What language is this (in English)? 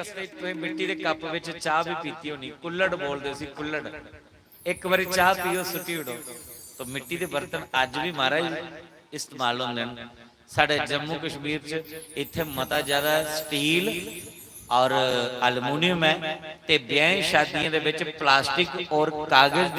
Dogri